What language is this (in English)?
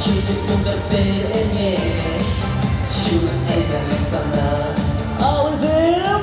Chuvash